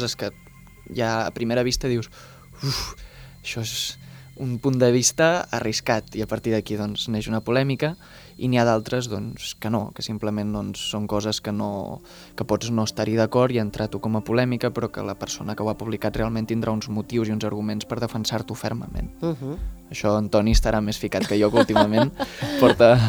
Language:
Catalan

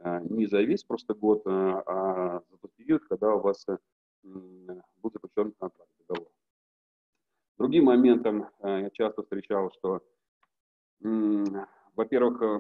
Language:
Russian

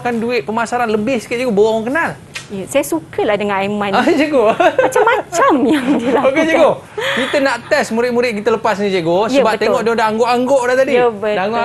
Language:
Malay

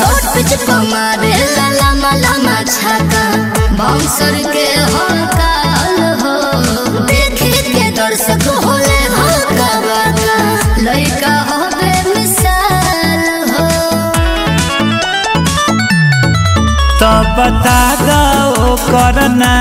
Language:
Bhojpuri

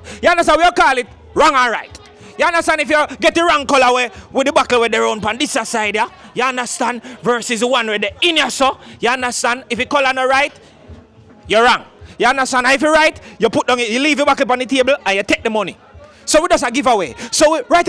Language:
Jamaican Creole English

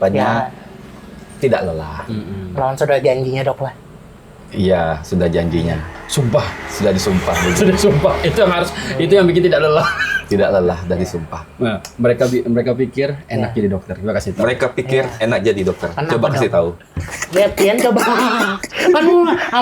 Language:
Banjar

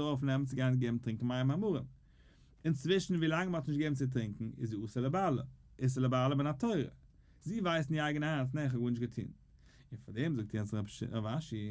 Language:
Yiddish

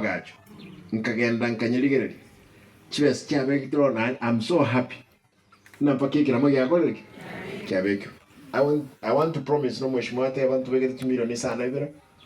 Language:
Gusii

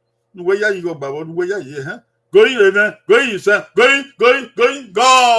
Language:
Bini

